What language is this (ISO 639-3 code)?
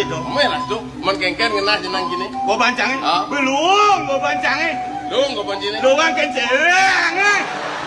ban